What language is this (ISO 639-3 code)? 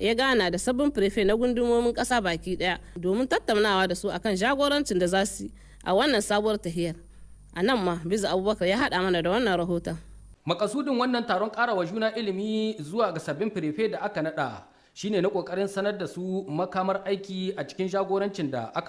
hau